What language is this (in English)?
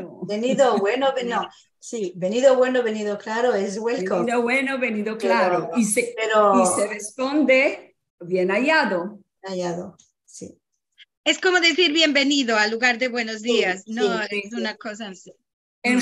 Ladino